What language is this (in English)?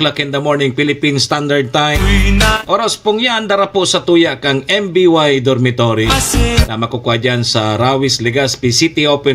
Bikol